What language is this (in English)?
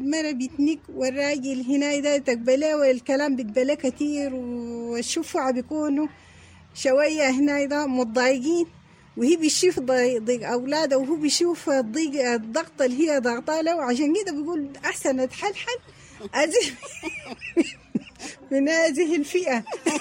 Sudanese Arabic